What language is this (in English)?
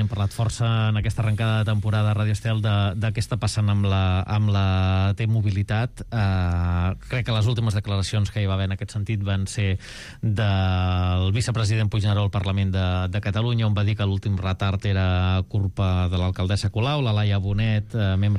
Catalan